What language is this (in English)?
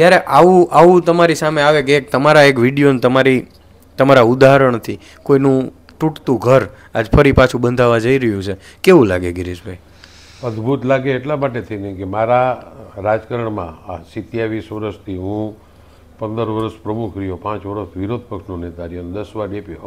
Gujarati